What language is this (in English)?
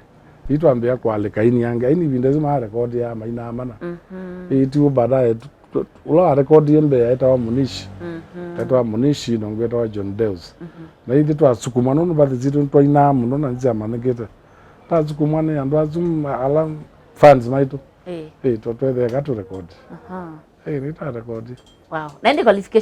Kamba